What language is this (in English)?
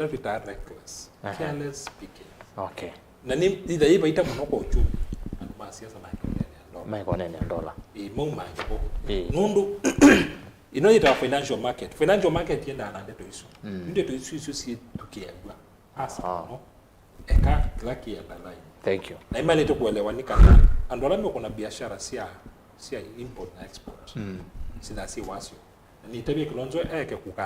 Kamba